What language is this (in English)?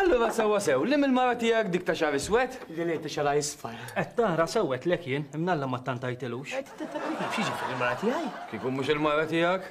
Maltese